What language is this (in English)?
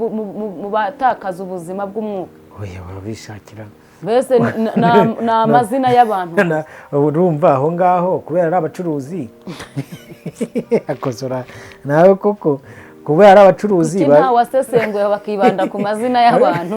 Kinyarwanda